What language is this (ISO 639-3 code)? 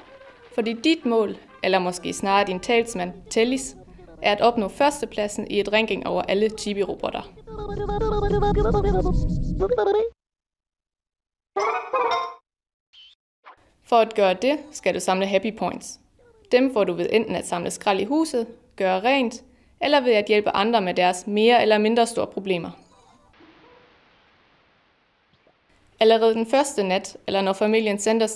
dan